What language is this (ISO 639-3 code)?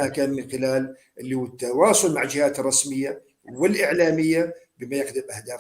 apc